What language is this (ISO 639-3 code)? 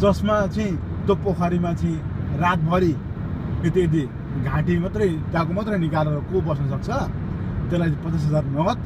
nep